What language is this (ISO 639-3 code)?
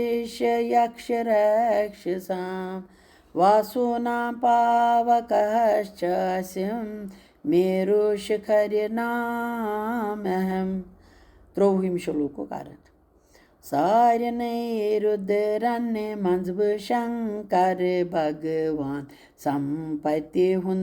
kas